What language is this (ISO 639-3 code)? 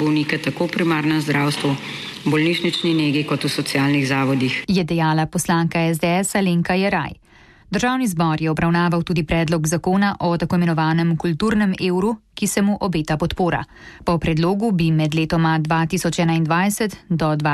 slv